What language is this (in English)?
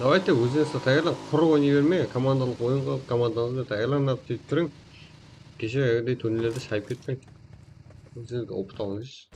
Kara-Kalpak